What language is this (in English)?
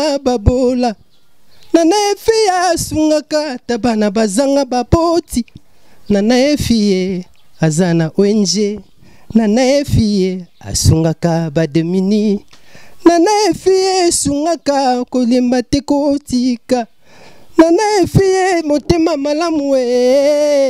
Lingala